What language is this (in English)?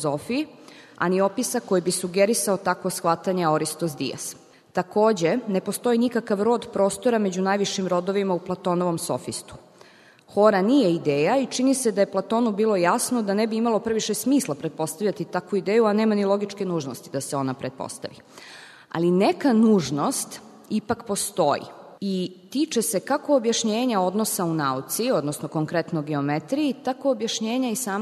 Serbian